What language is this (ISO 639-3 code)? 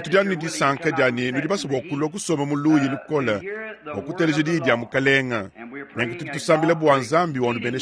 lua